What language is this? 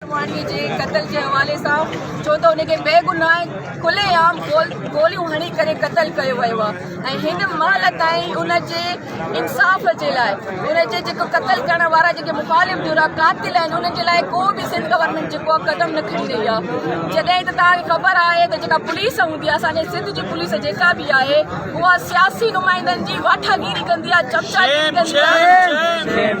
Sindhi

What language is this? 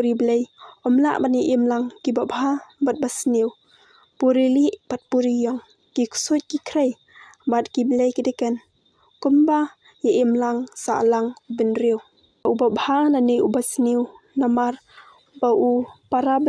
Khasi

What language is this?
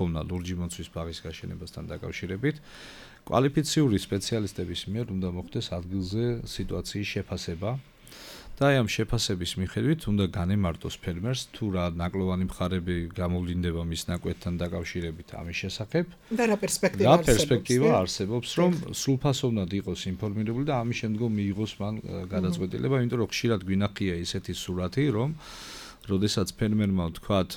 Georgian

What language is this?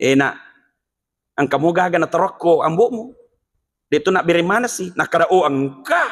Buginese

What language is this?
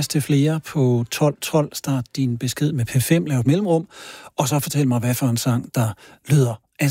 Danish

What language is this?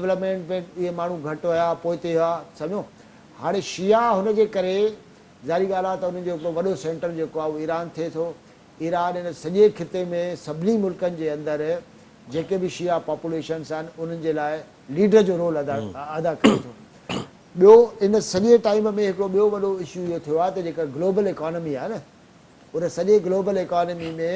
Sindhi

